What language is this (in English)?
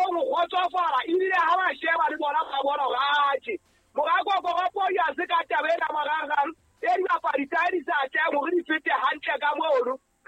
Southern Sotho